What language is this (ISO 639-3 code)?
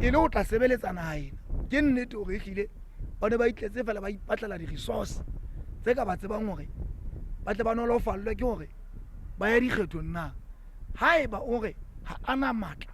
sot